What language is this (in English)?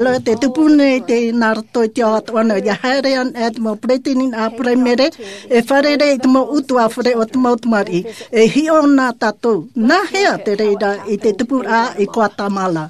Tahitian